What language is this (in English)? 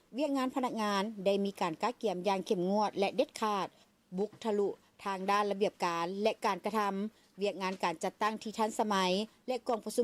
Lao